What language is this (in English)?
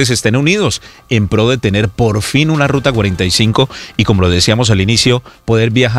Spanish